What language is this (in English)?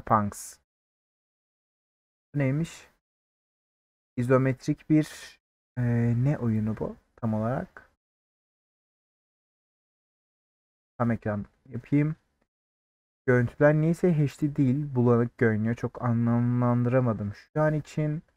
Turkish